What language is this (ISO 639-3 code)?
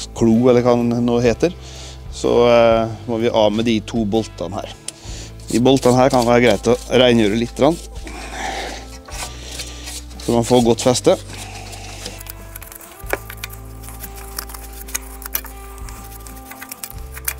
nor